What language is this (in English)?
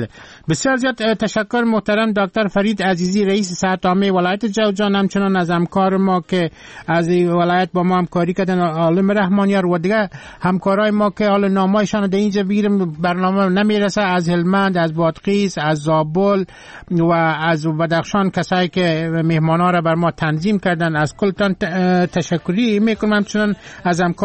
Persian